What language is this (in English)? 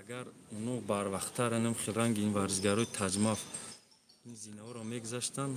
Tajik